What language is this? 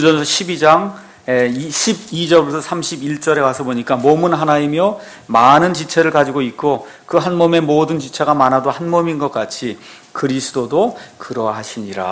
Korean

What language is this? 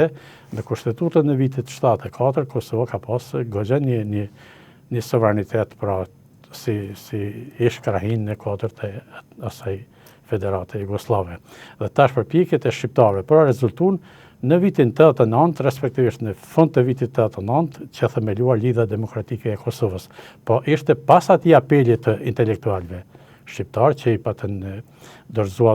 Albanian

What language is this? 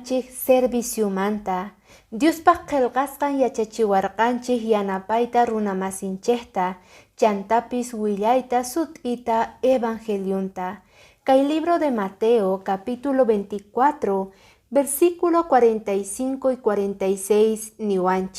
Quechua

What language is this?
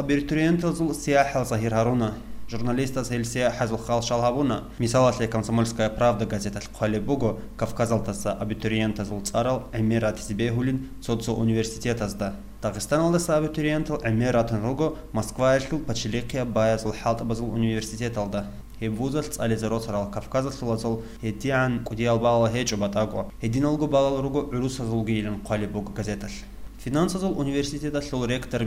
Avaric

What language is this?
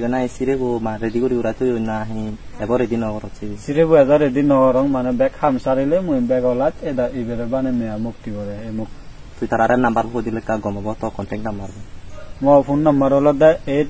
Chakma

